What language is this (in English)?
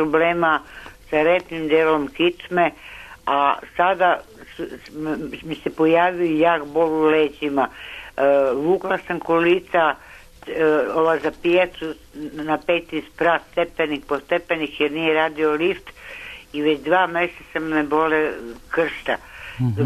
Serbian